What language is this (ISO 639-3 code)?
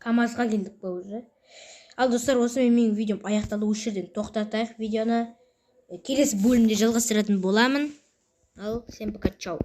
kaz